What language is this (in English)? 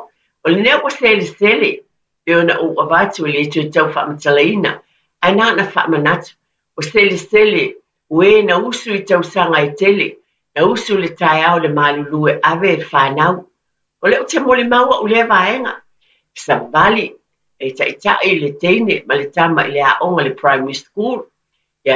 Samoan